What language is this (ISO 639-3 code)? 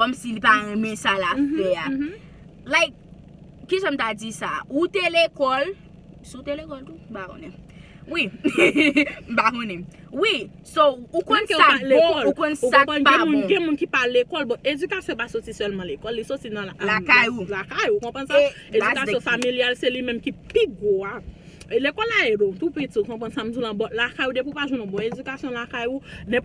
hat